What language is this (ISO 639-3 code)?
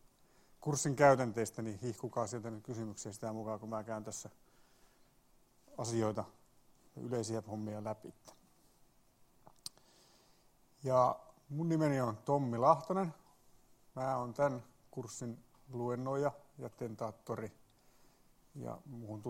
fin